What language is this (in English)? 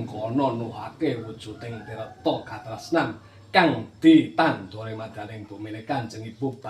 Javanese